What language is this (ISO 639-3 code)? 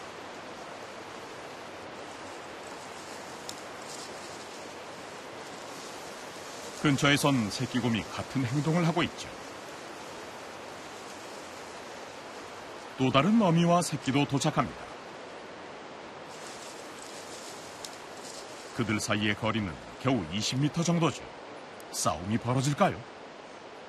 kor